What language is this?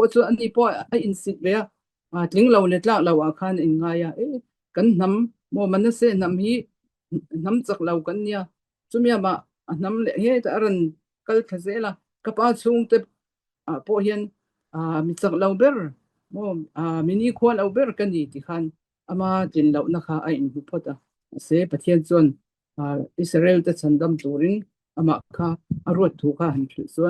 Mizo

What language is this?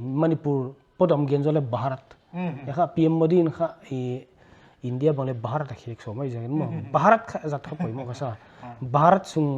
Paite Chin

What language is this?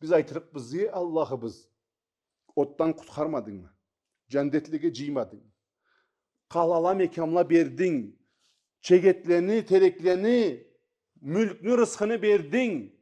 Karachay-Balkar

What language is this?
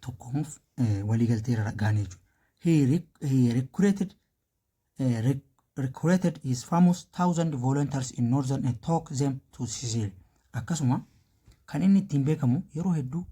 Oromo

